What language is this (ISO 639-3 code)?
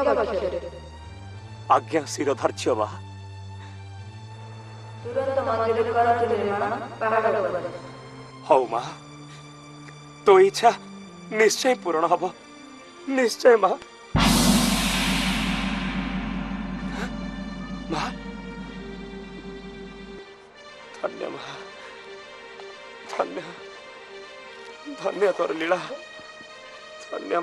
ori